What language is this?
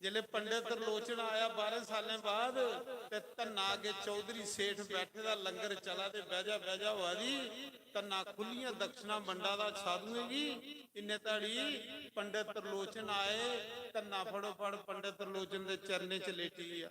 Dogri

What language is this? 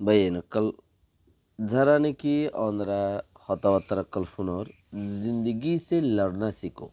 Rohingya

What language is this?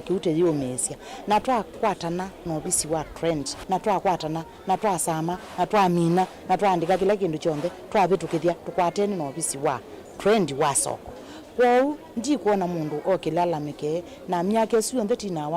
Kamba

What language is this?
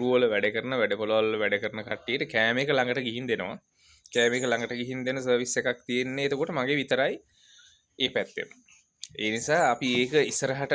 Sinhala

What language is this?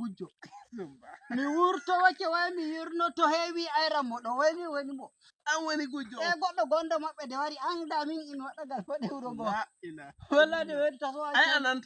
Nigerian Fulfulde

